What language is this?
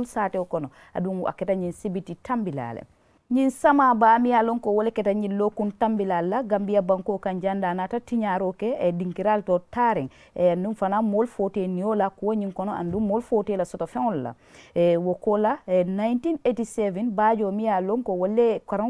Mandingo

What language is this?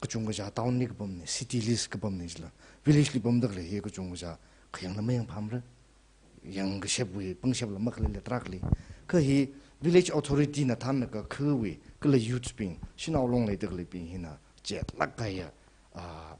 Tangkhul Naga (India)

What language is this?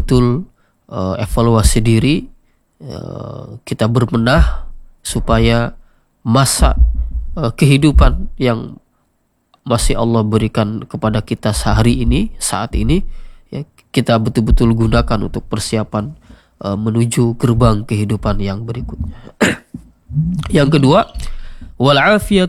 Indonesian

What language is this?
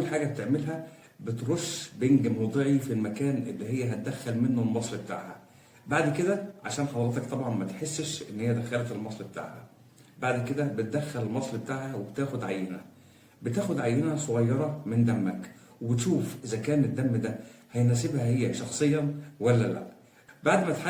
Egyptian Arabic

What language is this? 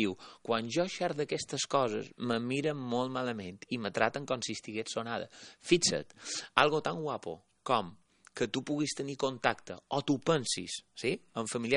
Catalan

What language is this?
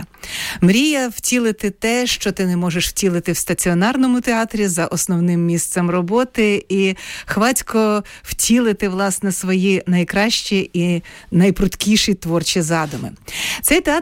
Ukrainian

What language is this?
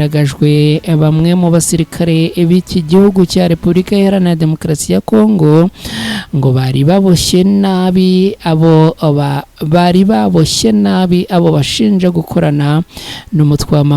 Kinyarwanda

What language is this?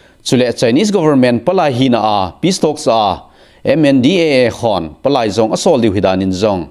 Thado Chin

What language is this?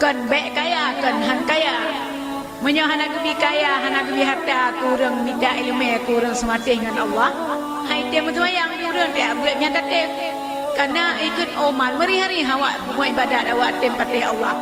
Achinese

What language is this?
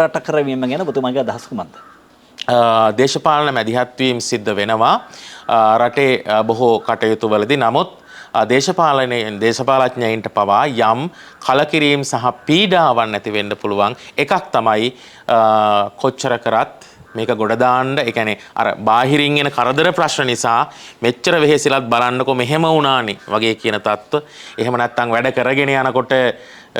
Sinhala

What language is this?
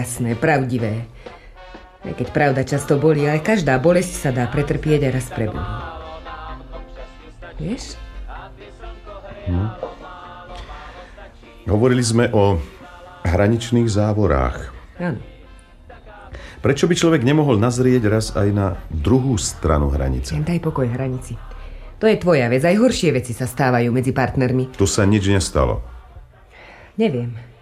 Slovak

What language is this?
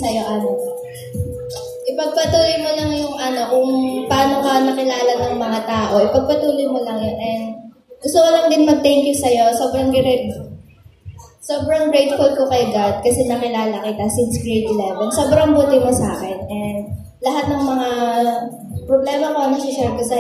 Filipino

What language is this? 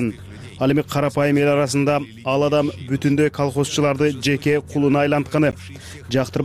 Kyrgyz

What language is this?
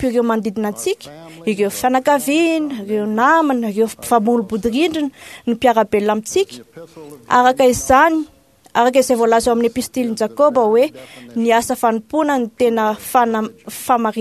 Malagasy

